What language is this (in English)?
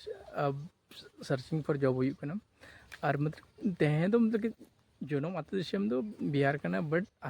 Santali